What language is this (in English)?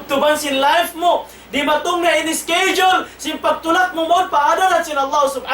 Tausug